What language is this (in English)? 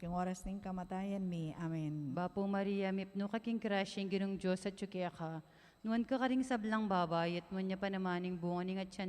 Pampanga